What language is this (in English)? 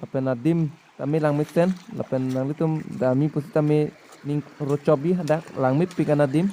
Karbi